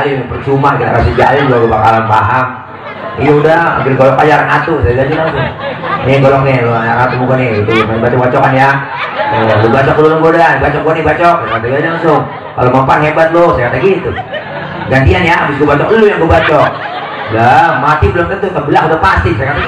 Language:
Betawi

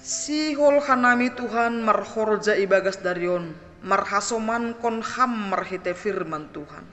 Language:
Batak Simalungun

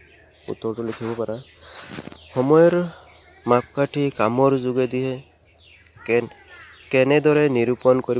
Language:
Assamese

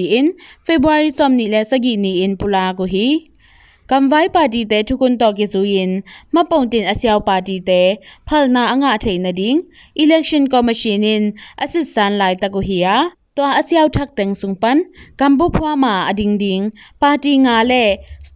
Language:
Tedim Chin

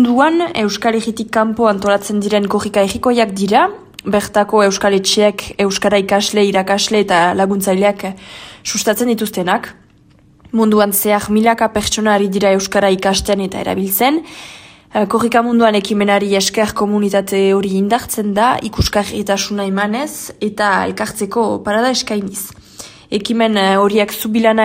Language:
Basque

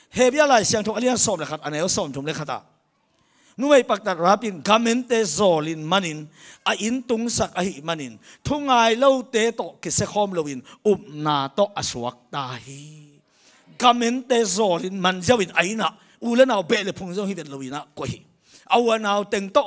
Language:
Tedim Chin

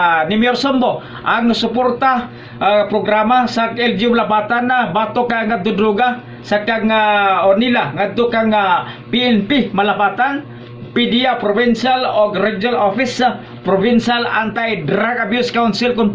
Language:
Cebuano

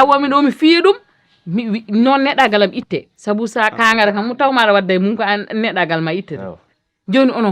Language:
Fula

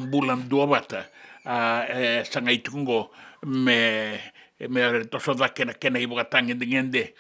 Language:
Fijian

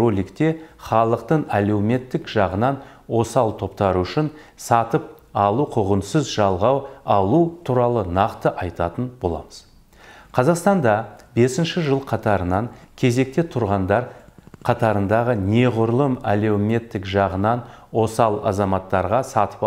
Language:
Kazakh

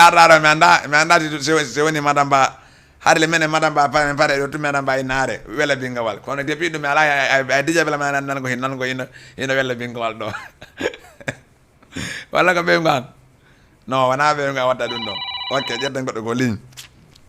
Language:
Fula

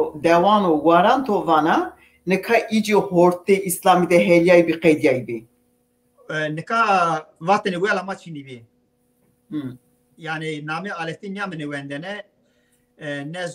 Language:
Zaza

